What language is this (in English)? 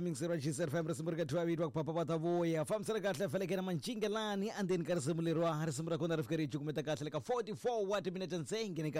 Tsonga